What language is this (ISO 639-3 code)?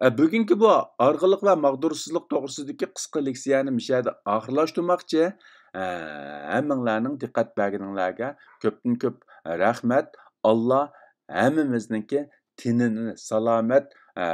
uig